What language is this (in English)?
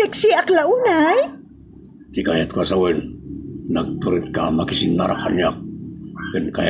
Iloko